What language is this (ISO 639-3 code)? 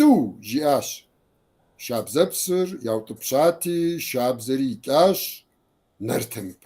kbd